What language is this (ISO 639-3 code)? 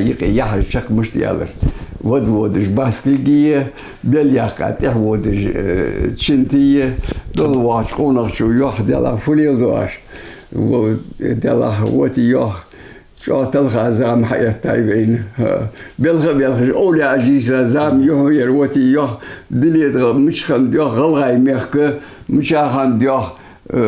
inh